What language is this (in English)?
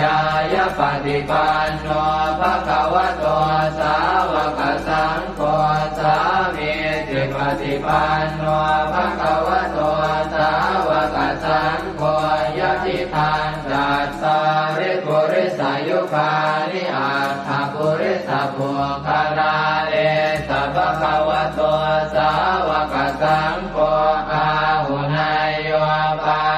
Pali